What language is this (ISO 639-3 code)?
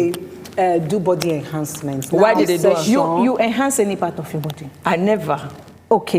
pcm